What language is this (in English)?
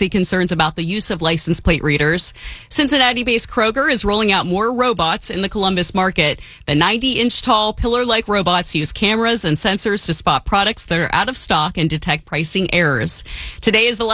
English